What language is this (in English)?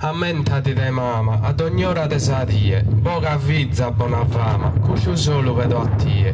Sardinian